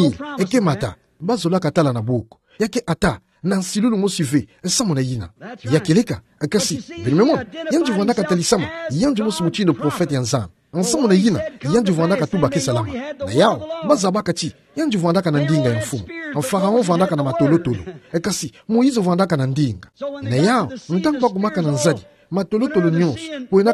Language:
Kituba (Democratic Republic of Congo)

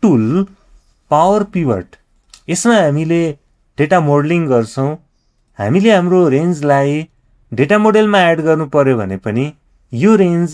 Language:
Nepali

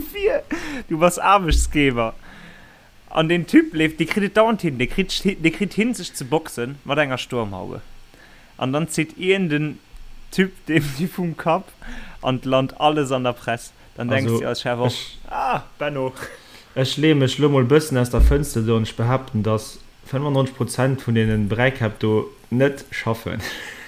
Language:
Luxembourgish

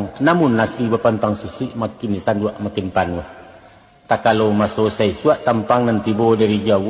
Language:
Minangkabau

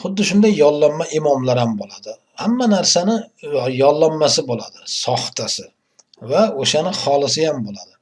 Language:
Uzbek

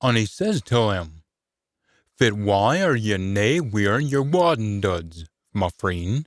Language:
Scots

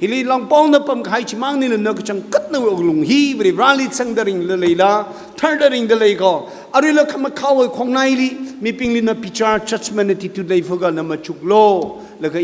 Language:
Tangkhul Naga (India)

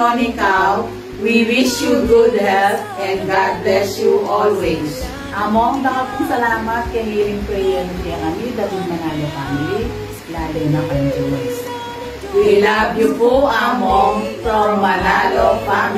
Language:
Pampanga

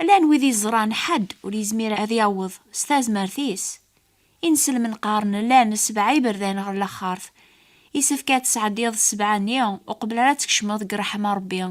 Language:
Kabyle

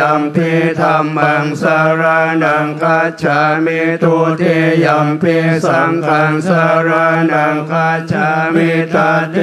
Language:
Pali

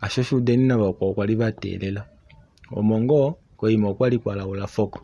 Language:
Kuanyama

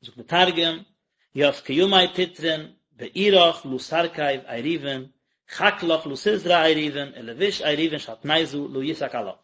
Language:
Yiddish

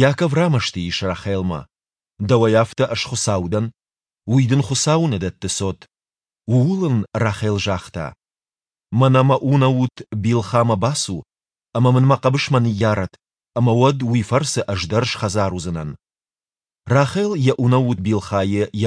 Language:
Ossetic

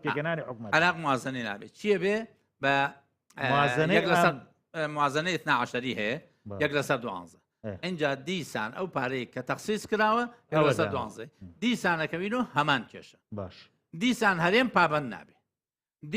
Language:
Central Kurdish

